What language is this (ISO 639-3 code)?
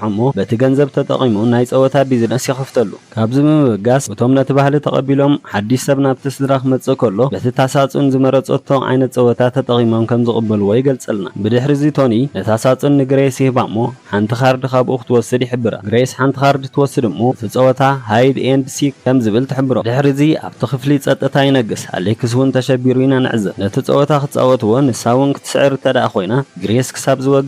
tir